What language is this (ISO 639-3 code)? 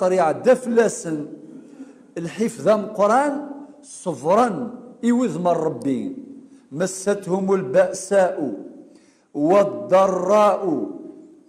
kab